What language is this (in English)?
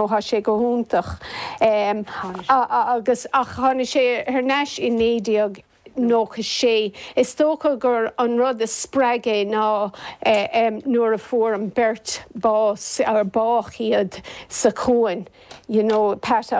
Irish